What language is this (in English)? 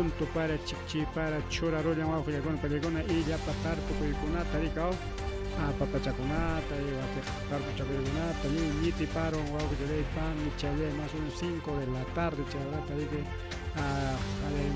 Ayacucho Quechua